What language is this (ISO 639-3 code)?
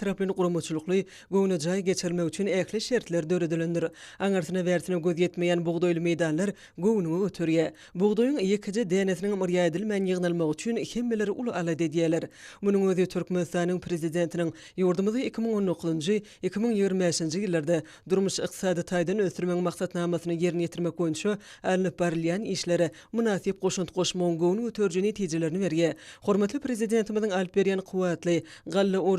tuk